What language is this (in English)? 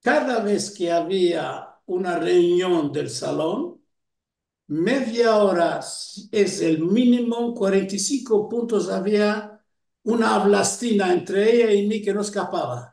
Ladino